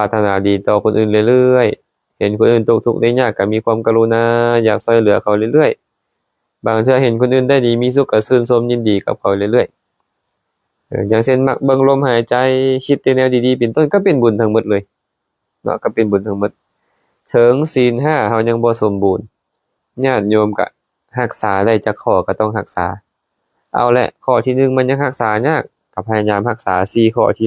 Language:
Lao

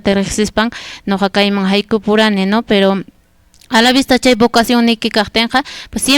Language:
Quechua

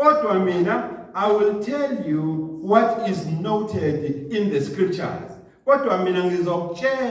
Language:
Zulu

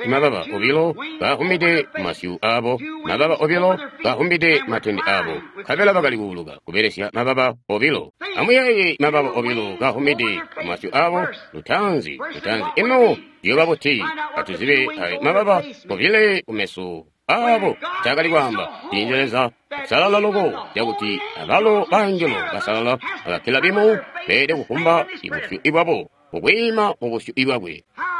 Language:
Tonga (Zambia)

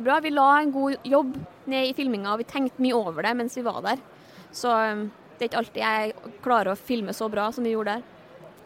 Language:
Norwegian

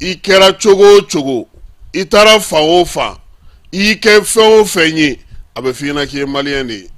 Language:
Bambara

